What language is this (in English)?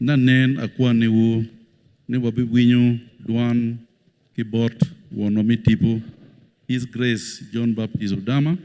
Acoli